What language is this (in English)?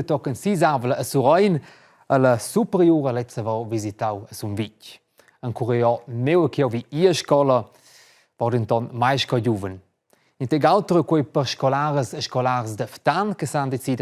Romansh